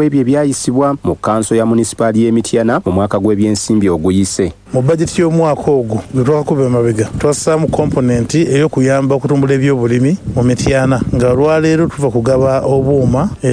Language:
Ganda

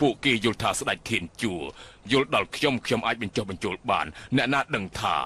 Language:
Khmer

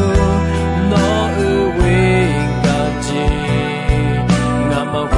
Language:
Akha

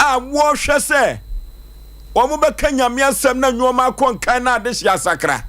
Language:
Akan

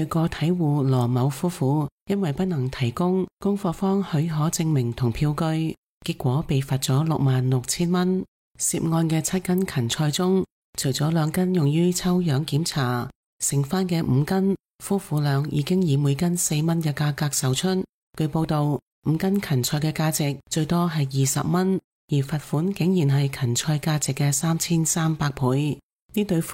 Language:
Cantonese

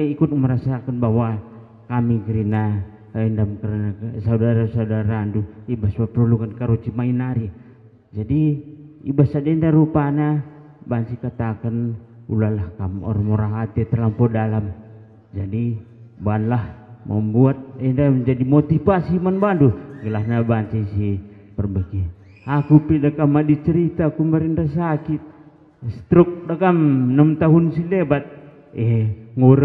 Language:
Batak Karo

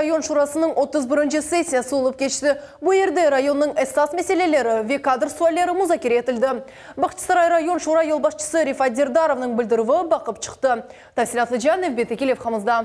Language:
Crimean Tatar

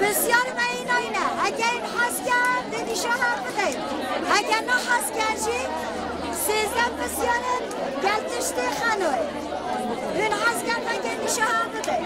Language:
Kurdish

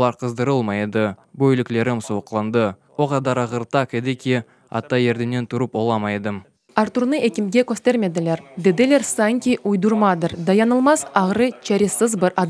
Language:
Crimean Tatar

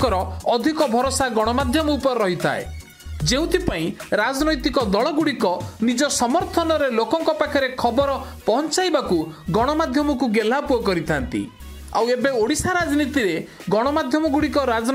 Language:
Odia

